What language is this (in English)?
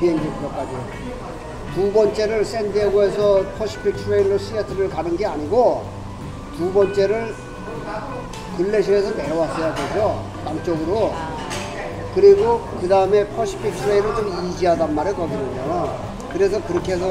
Korean